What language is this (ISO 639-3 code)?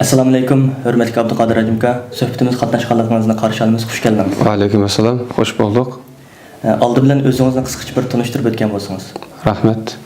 uig